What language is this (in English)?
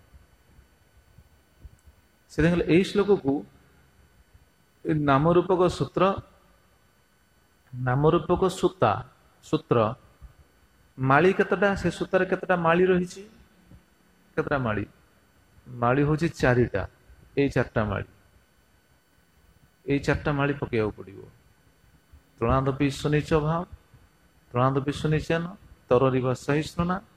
Odia